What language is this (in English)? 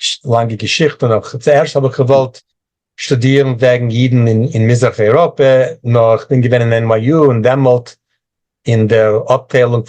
Yiddish